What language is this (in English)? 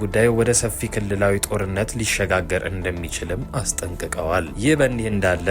Amharic